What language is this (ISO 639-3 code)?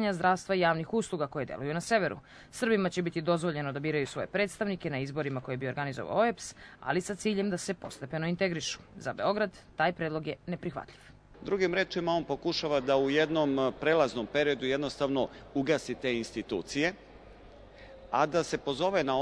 srp